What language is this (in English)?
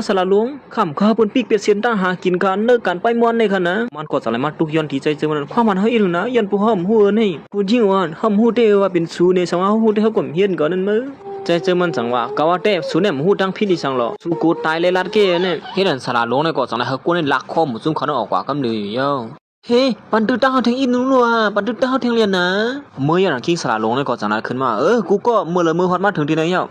Shan